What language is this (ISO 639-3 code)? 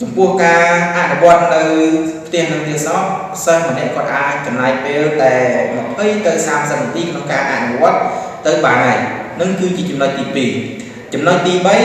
khm